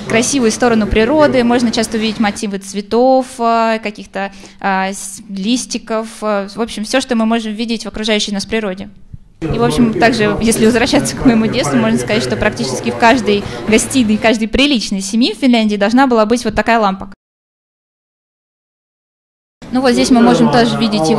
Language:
Russian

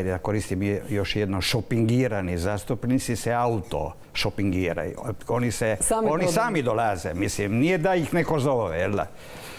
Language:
Croatian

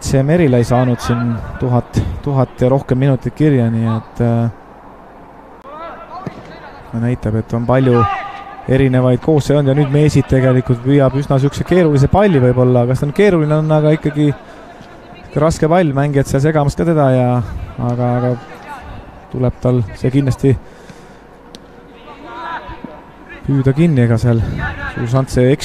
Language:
Estonian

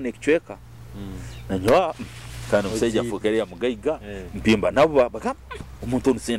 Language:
Nyoro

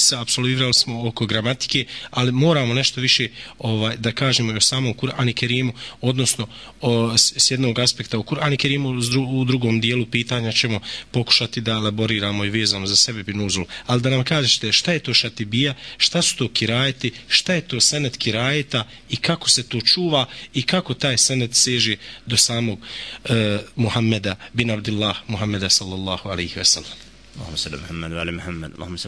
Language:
Bosnian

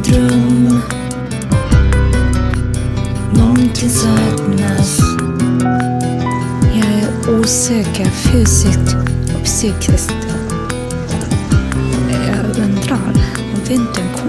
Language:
Swedish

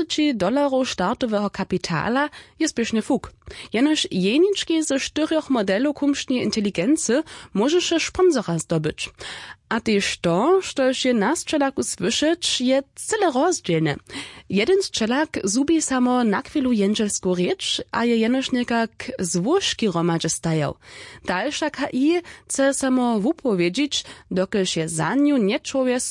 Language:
Upper Sorbian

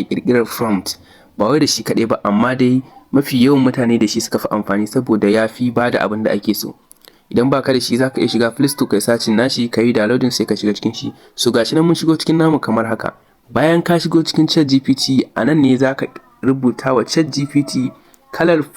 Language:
Hausa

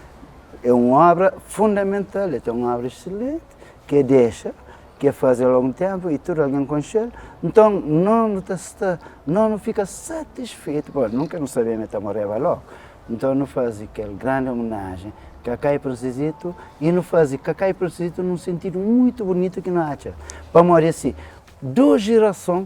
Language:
Kabuverdianu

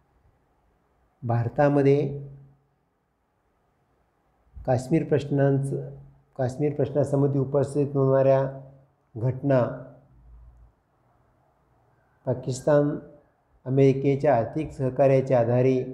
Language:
Marathi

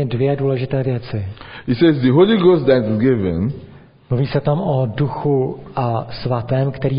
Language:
Czech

